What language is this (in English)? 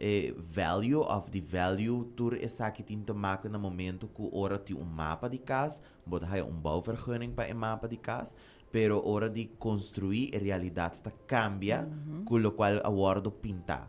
Papiamento